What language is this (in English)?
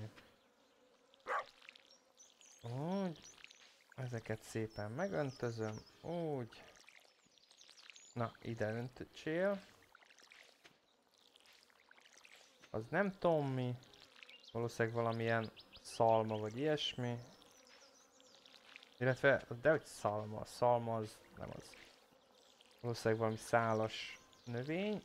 Hungarian